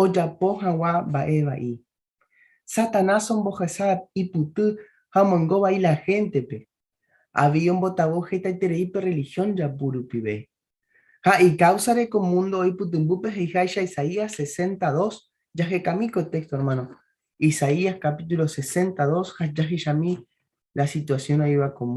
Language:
Guarani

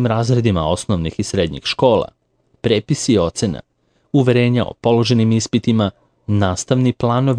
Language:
Serbian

